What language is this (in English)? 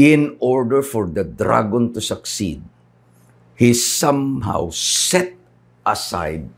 Iloko